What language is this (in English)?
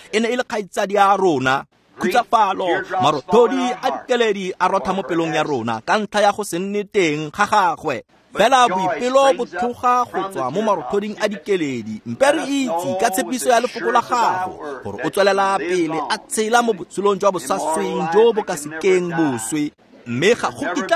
Tswana